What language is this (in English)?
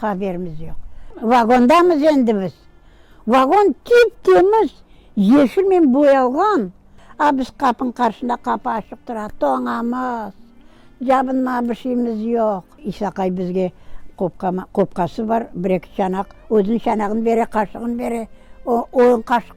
Crimean Tatar